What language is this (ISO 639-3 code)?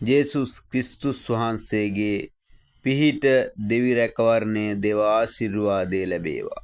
sin